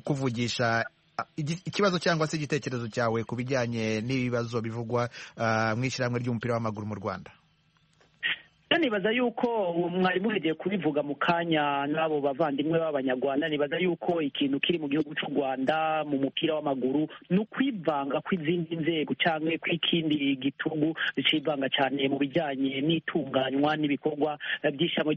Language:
Kinyarwanda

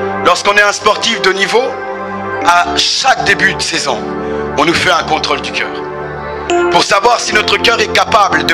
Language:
French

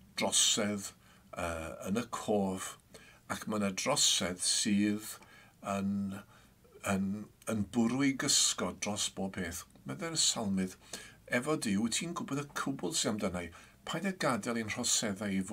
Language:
Welsh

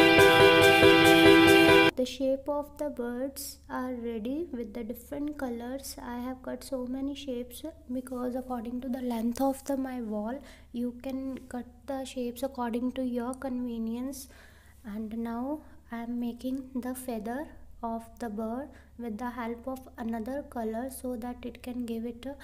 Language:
English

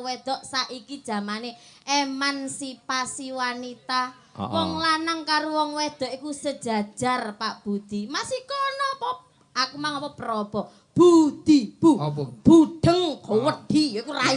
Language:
Javanese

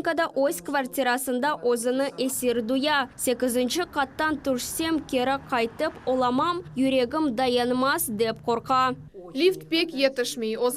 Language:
Crimean Tatar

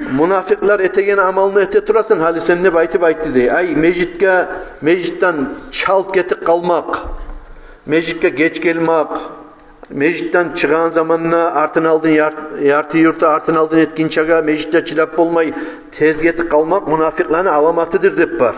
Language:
Kumyk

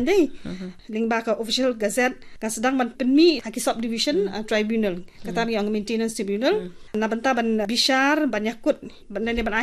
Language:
Khasi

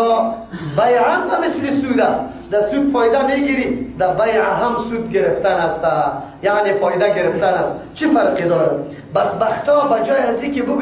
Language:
Persian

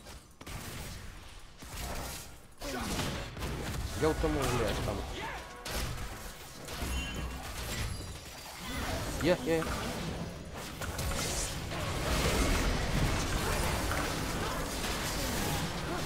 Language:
Romanian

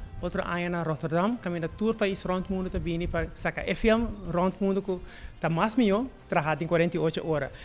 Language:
Papiamento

